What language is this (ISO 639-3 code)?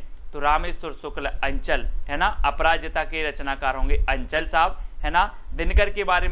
hin